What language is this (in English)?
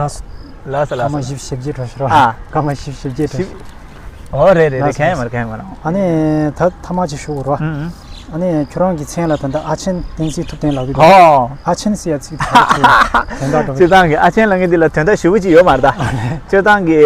Tibetan